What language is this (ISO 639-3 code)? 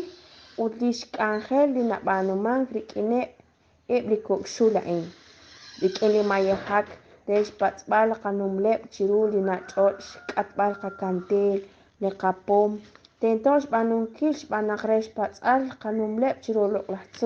kek